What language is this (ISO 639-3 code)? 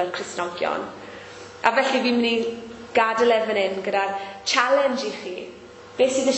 cym